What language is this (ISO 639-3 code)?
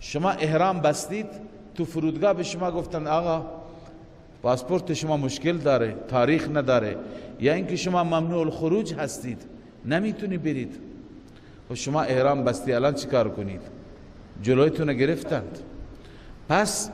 fas